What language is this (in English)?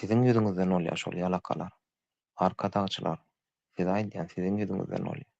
Turkmen